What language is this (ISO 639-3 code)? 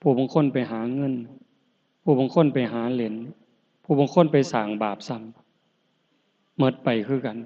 tts